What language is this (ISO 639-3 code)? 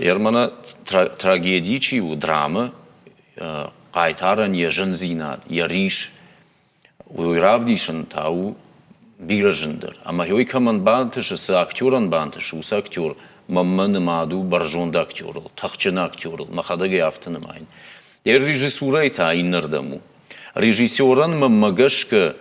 oss